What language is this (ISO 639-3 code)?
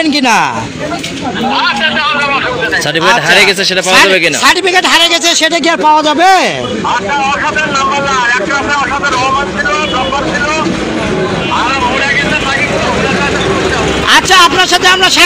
ben